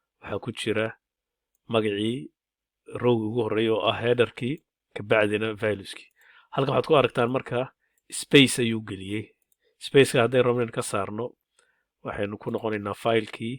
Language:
Somali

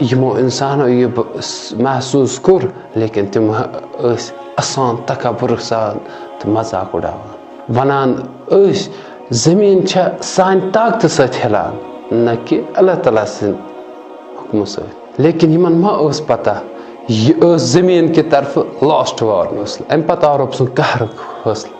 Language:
Kashmiri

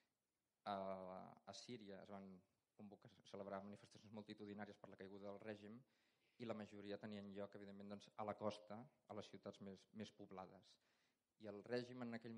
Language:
Catalan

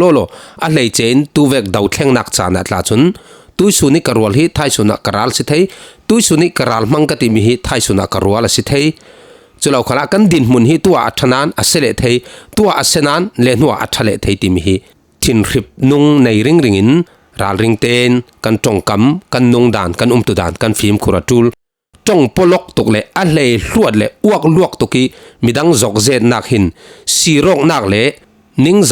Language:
Falam Chin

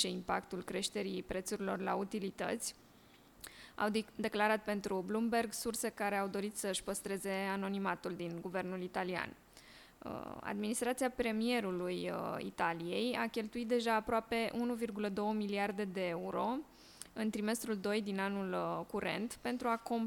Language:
Romanian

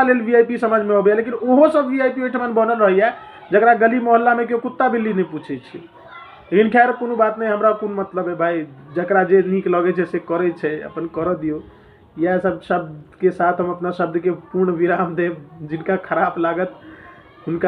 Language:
Maithili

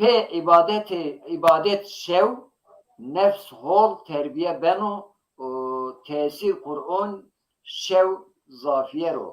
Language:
Zaza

